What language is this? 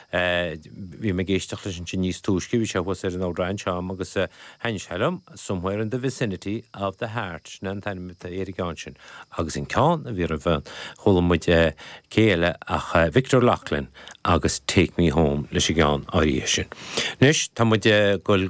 Irish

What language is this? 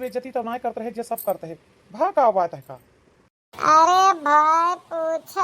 Awadhi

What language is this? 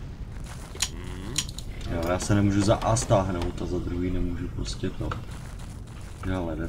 Czech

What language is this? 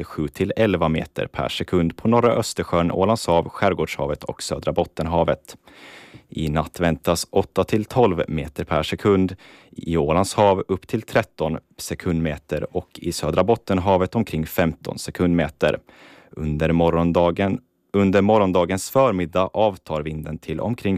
Swedish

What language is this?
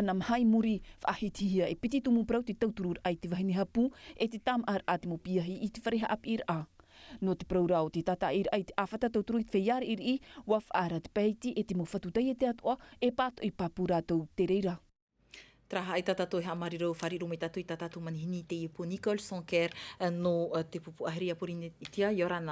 Tahitian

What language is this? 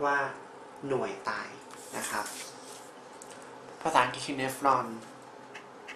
Thai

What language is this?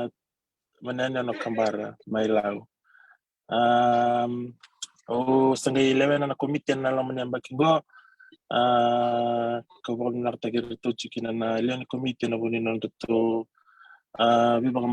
Fijian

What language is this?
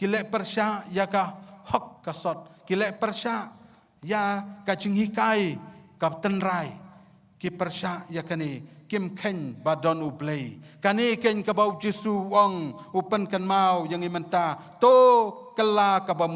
Khasi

